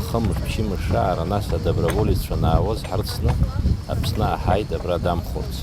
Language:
Abkhazian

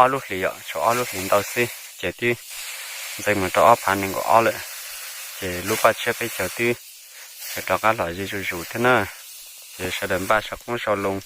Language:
Hmong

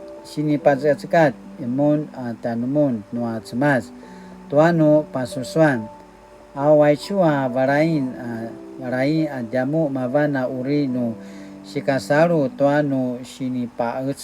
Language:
Paiwan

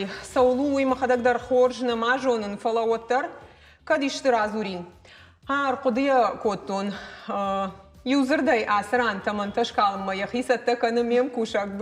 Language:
Ossetic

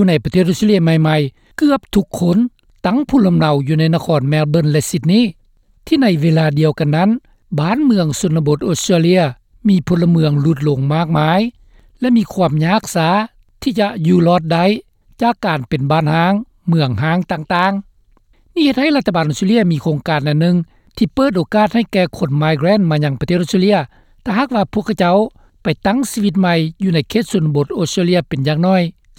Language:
Lao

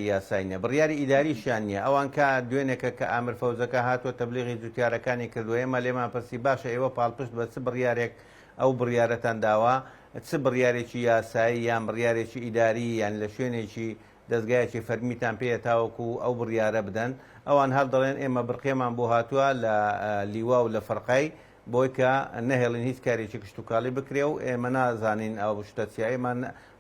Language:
Central Kurdish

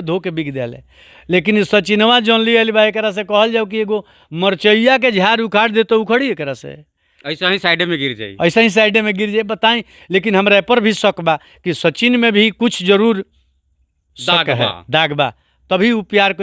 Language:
Bhojpuri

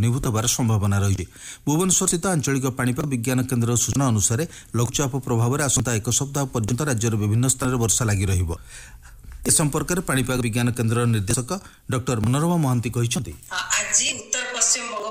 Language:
Odia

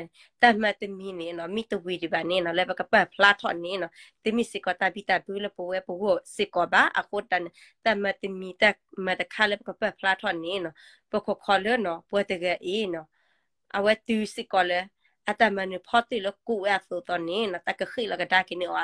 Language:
S'gaw Karen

